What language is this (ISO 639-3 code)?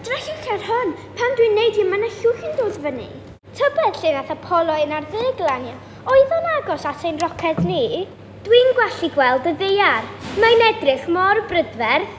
cym